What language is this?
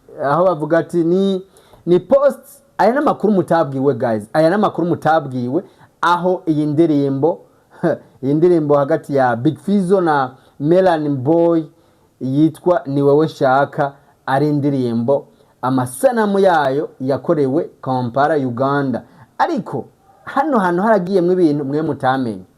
Rundi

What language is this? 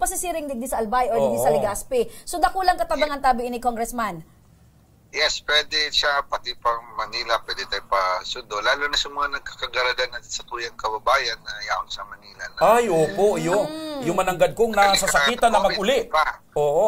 Bikol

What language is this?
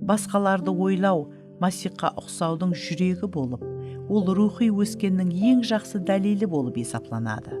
Kara-Kalpak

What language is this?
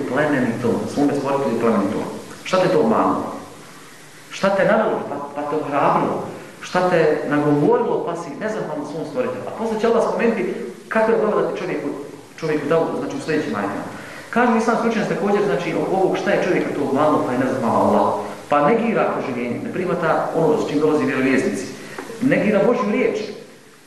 Bosnian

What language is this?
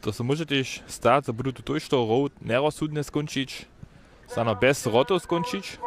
Upper Sorbian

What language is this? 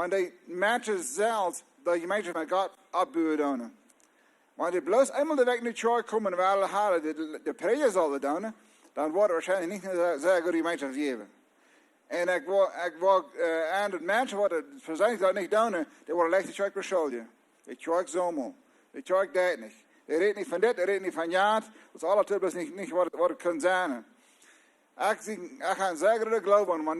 Plautdietsch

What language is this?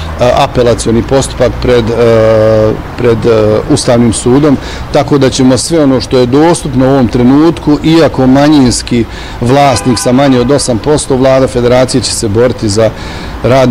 Bosnian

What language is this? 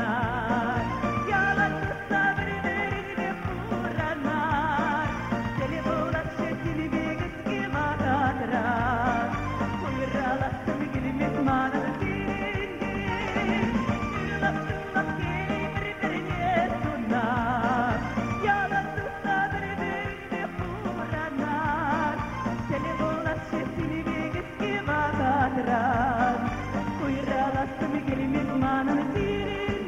Chuvash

